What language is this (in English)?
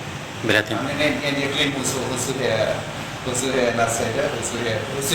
Tetum